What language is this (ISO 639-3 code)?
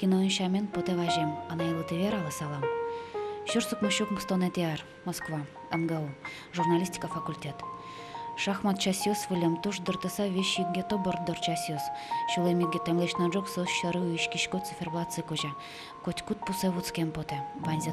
udm